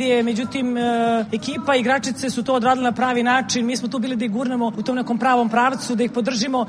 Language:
Serbian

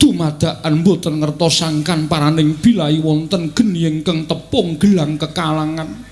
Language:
Javanese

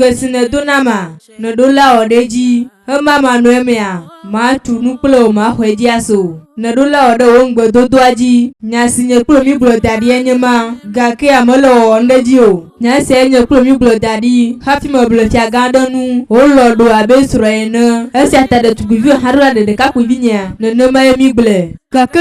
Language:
Ewe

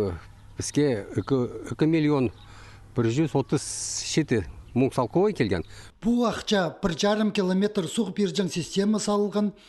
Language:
Khakas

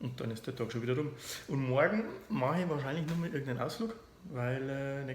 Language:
Bavarian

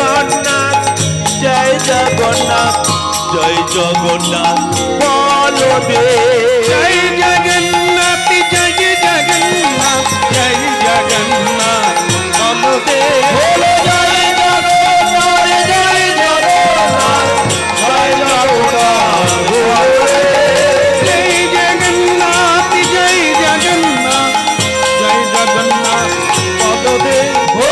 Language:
Bangla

